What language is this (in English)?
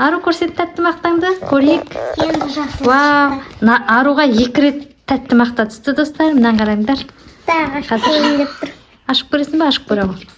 Kazakh